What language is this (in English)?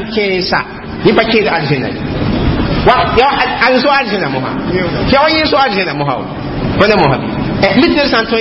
Mossi